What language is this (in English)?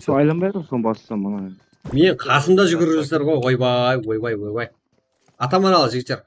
Kara-Kalpak